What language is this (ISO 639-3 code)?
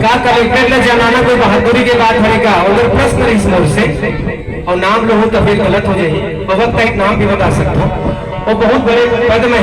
hne